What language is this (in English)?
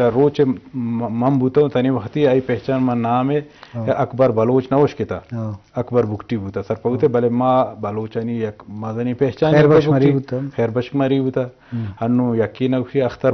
Eastern Balochi